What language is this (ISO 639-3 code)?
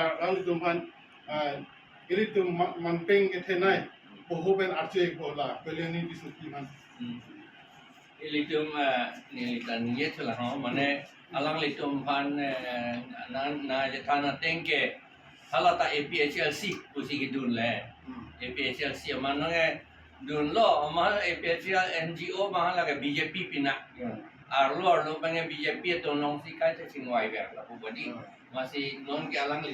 mjw